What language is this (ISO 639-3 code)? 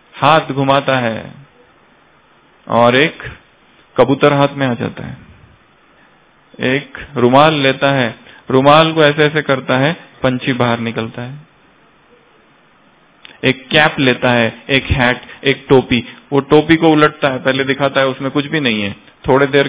hin